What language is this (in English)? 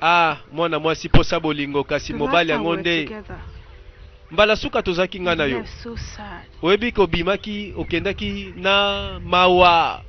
Lingala